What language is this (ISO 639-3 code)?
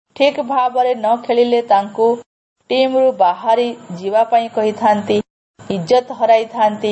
ori